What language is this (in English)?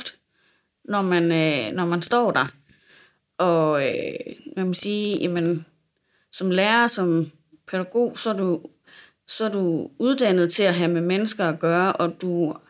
Danish